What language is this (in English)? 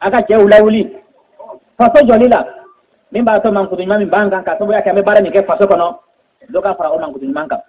Bambara